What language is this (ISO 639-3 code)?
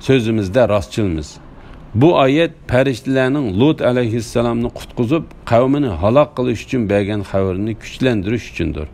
uig